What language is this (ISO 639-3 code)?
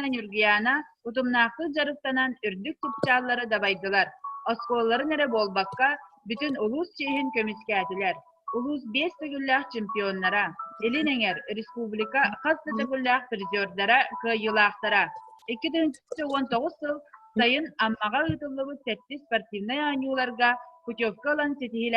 sah